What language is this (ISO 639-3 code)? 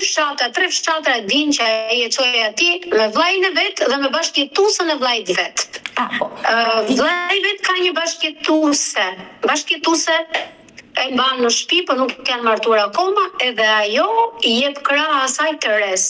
sqi